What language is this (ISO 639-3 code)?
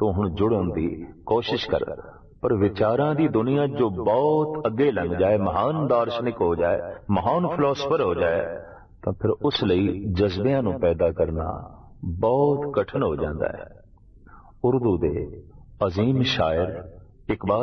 pan